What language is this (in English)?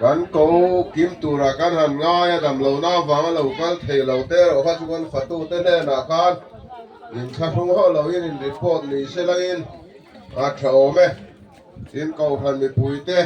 Mizo